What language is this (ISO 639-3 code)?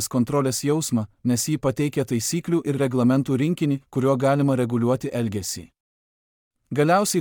lit